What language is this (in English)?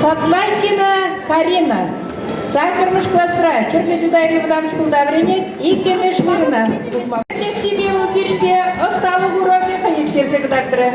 Chuvash